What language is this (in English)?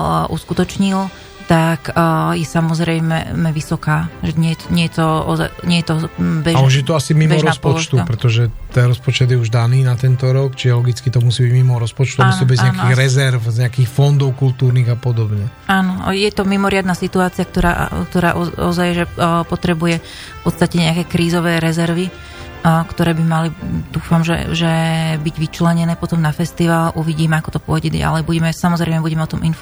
Slovak